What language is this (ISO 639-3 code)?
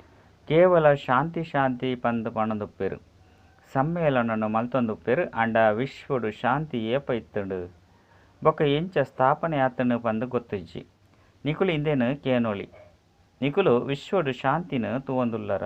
tcy